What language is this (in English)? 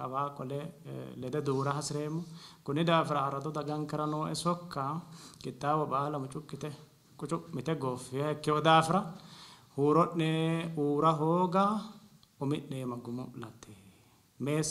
Sidamo